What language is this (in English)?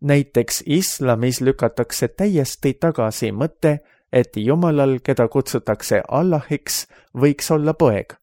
Estonian